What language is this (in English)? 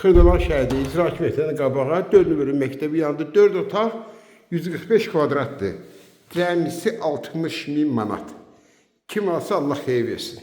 Azerbaijani